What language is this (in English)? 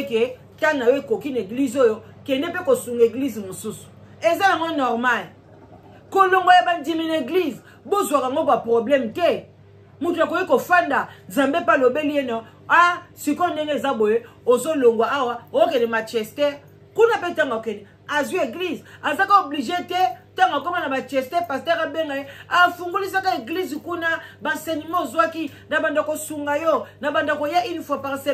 Lingala